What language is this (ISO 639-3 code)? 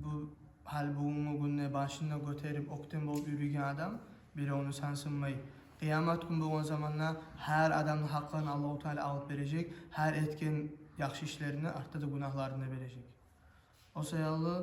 kum